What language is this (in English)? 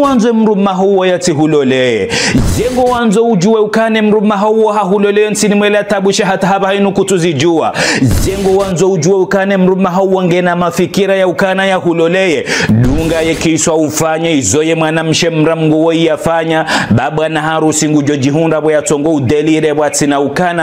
Ngazidja Comorian